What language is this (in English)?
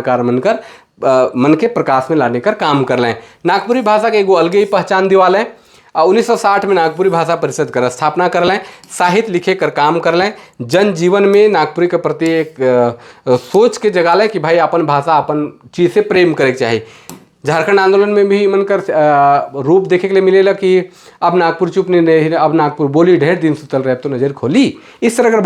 Sadri